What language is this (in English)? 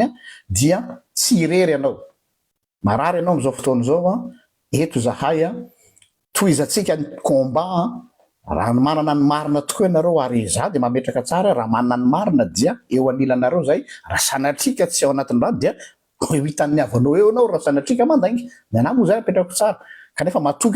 Malagasy